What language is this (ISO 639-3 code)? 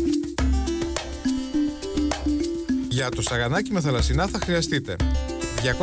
ell